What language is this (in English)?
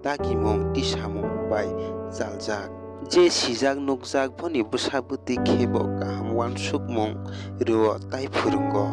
Kok Borok